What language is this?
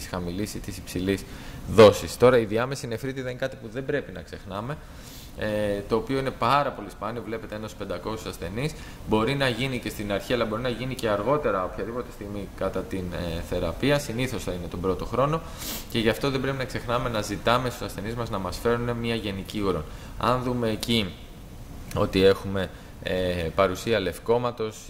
Greek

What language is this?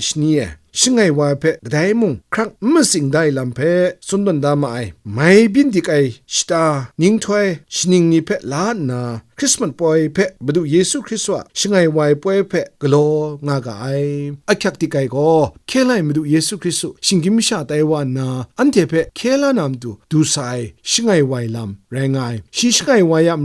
Kachin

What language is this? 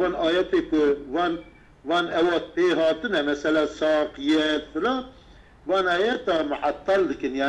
Kurdish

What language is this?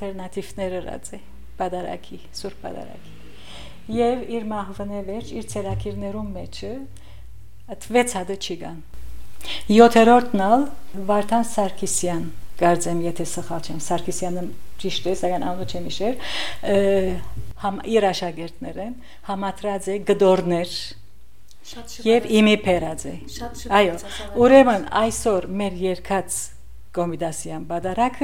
Armenian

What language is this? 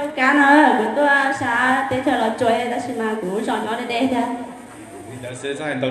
Hmong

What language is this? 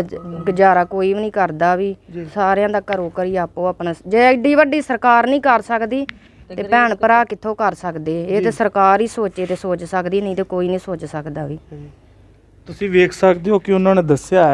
Punjabi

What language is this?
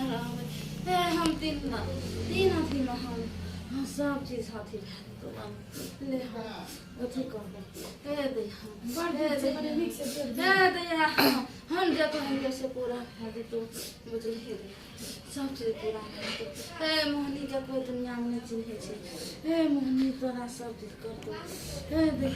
Maithili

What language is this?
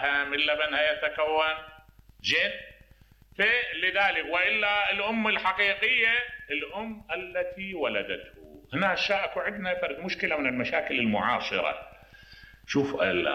Mesopotamian Arabic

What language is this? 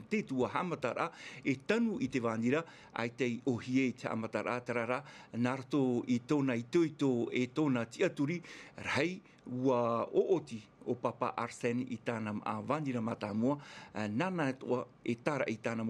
Tahitian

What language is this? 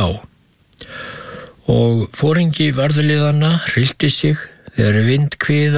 Icelandic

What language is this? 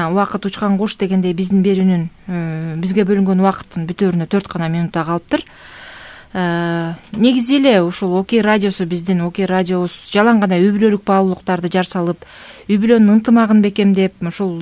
Kyrgyz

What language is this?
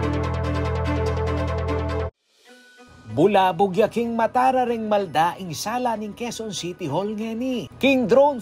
Pampanga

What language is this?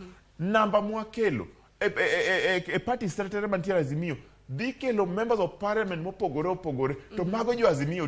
Luo (Kenya and Tanzania)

